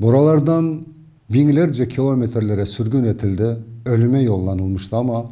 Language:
Crimean Tatar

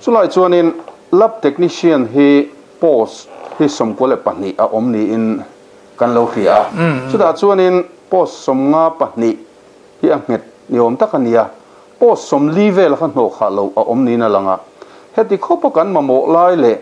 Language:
Mizo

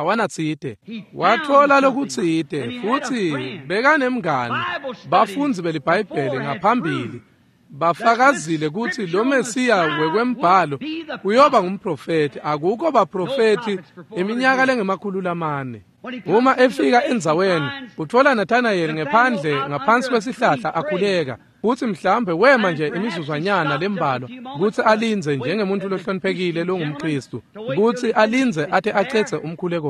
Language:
Swati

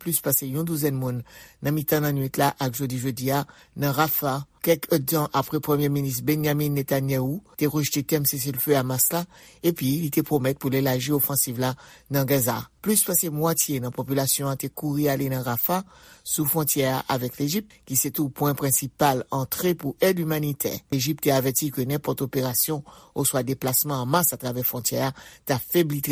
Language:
Haitian Creole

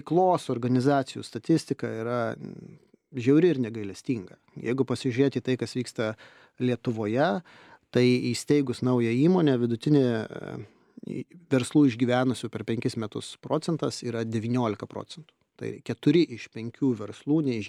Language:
Lithuanian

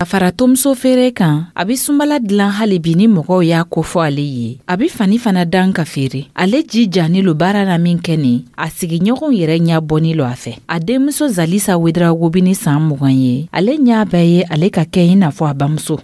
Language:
Dyula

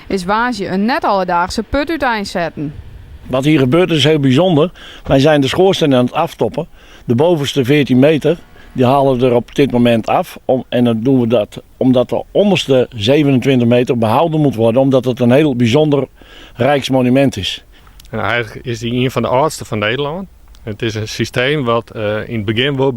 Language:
Western Frisian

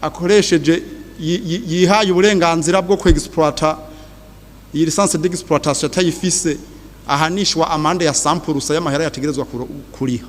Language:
Rundi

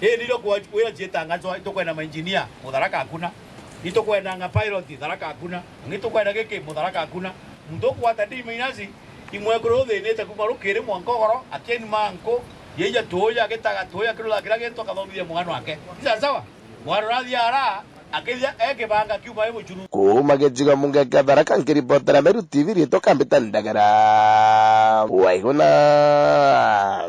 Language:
Meru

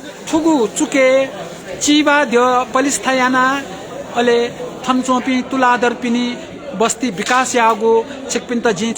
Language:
Newari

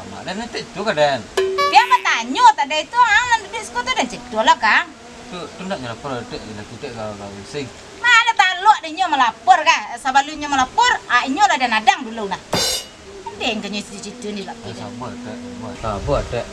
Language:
Minangkabau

